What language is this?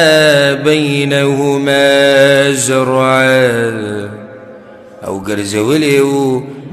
Pashto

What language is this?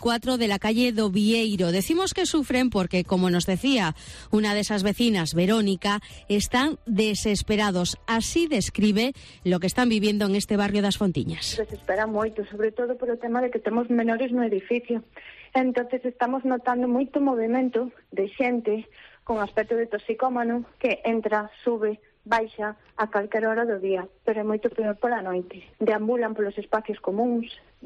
Galician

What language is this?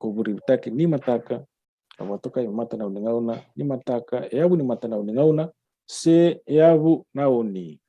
Fijian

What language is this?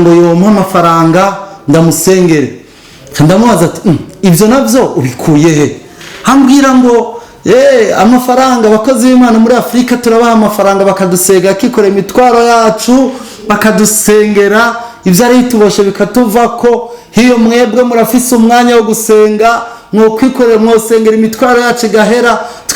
Rundi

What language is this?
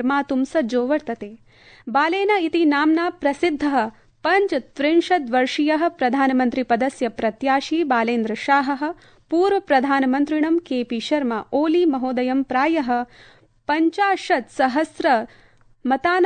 Sanskrit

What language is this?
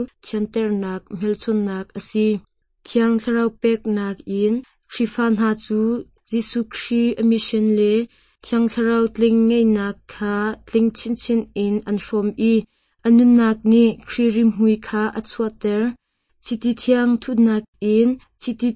Hakha Chin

